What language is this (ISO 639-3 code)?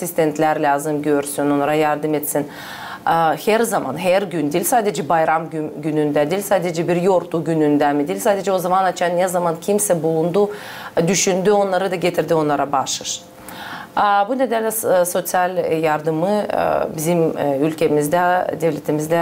gag